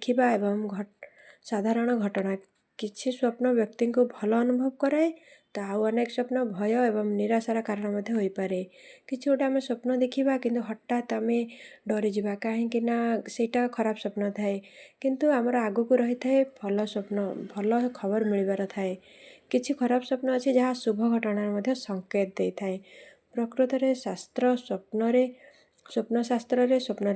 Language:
Odia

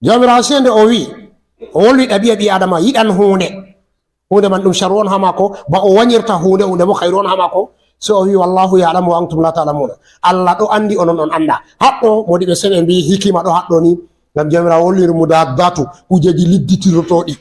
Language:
Fula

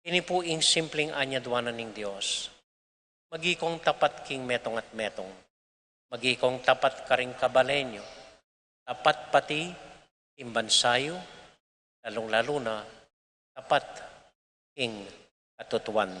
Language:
Pampanga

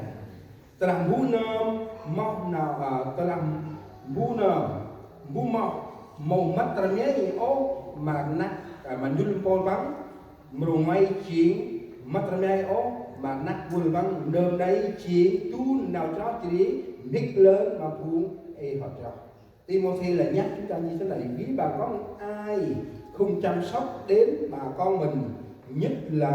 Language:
Central Mnong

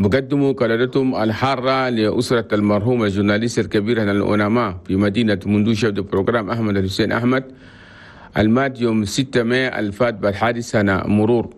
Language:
Chadian Arabic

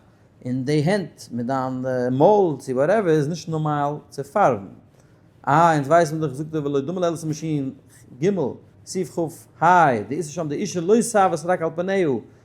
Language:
Yiddish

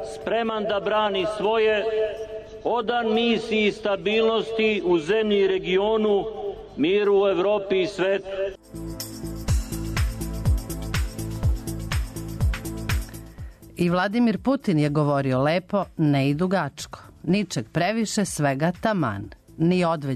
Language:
Serbian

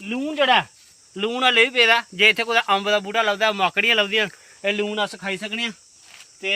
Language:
Dogri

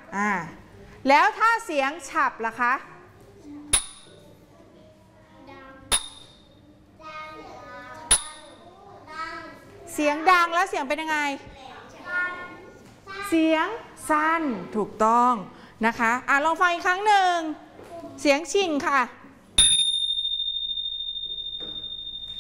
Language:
Thai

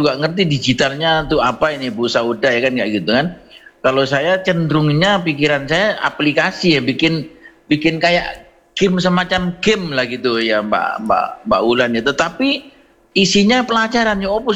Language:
Indonesian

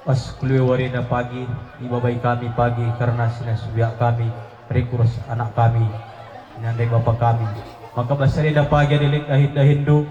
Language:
Batak Karo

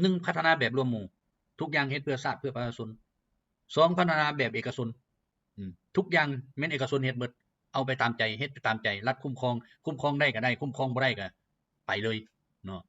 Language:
Lao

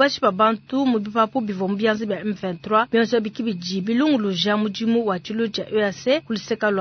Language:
Luba-Lulua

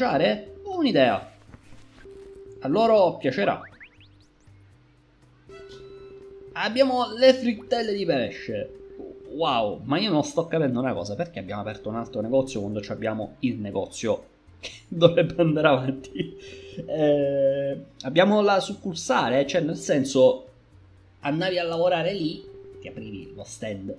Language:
Italian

